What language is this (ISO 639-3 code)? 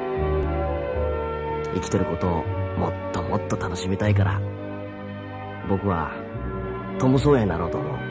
jpn